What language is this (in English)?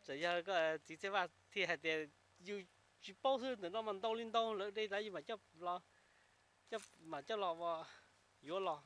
Hmong